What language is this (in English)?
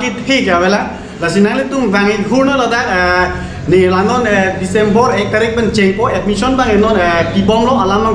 Karbi